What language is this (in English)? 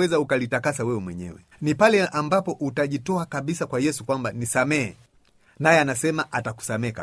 Swahili